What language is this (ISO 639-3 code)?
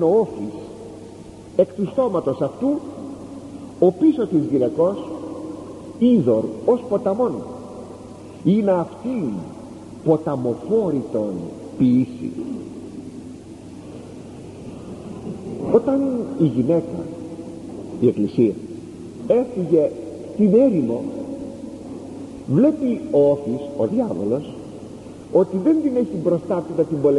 ell